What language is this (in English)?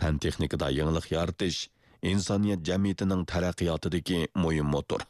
Uyghur